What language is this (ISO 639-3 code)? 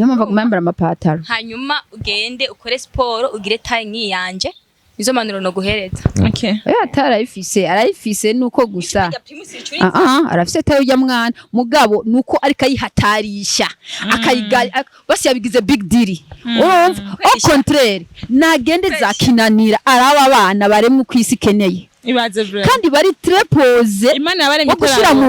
run